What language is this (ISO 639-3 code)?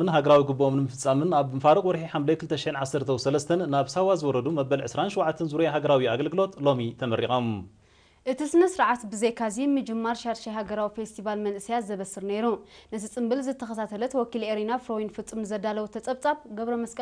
tir